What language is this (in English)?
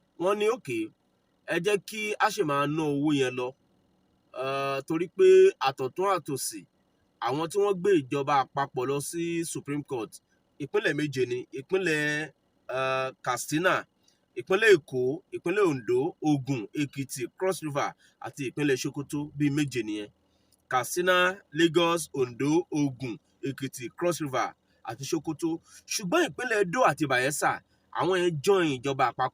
Yoruba